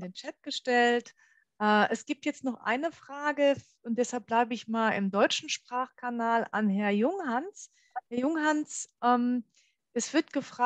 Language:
German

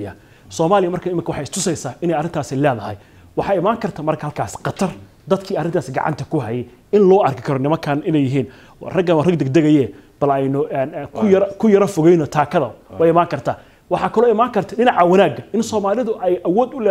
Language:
Somali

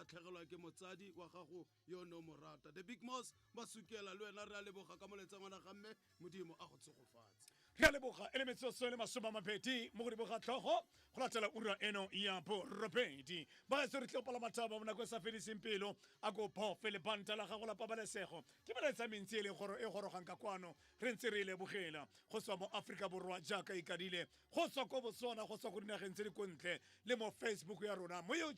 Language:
Tswana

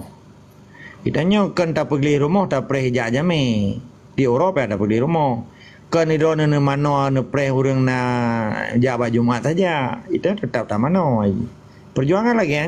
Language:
Achinese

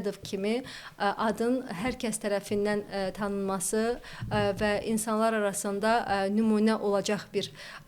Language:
Azerbaijani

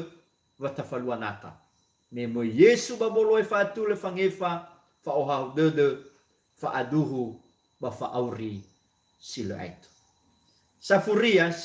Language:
Nias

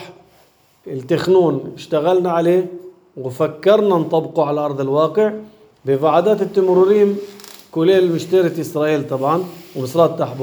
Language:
North Levantine Arabic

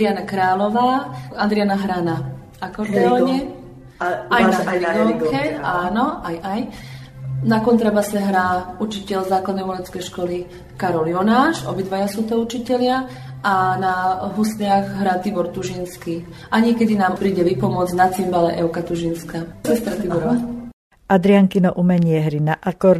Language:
Slovak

